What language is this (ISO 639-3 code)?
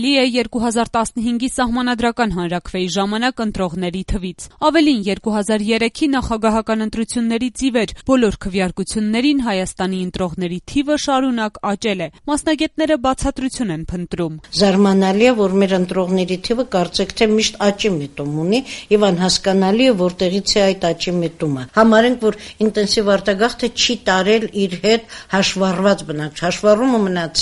hye